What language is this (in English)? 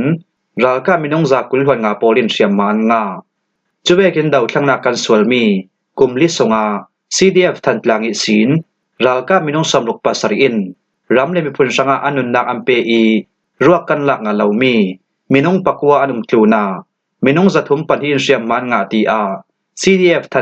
Falam Chin